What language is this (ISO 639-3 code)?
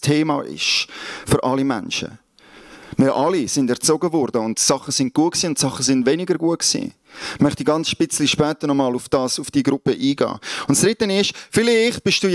gsw